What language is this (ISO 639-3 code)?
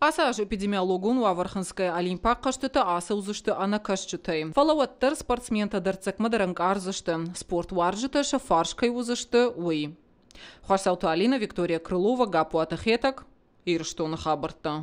oss